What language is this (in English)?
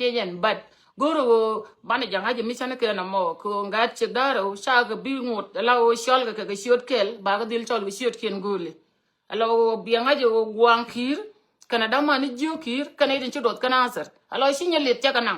Nuer